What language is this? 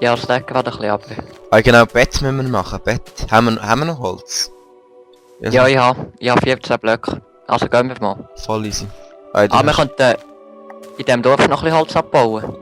Swiss German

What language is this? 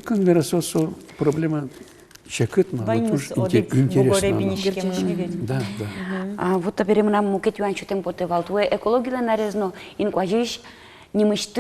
Udmurt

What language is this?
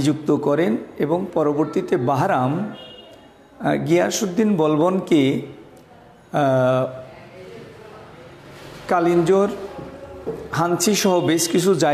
Bangla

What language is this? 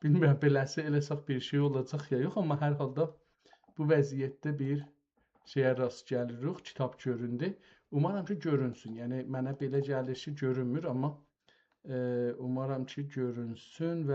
South Azerbaijani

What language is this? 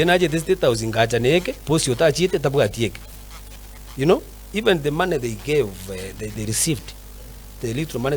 Gusii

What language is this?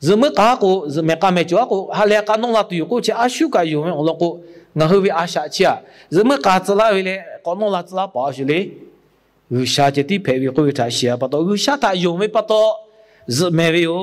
Lahu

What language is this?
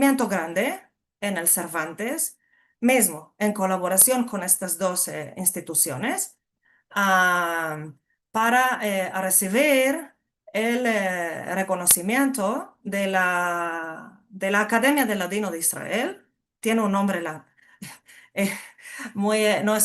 Ladino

